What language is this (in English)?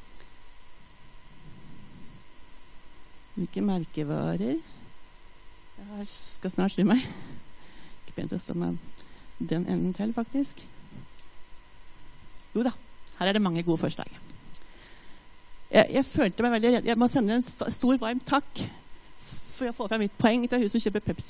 Norwegian